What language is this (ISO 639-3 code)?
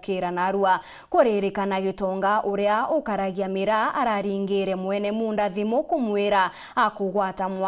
mer